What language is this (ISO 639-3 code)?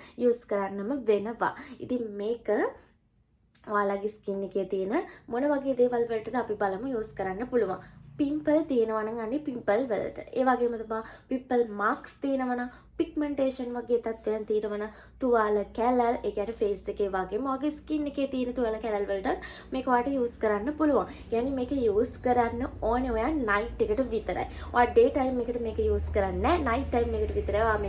sin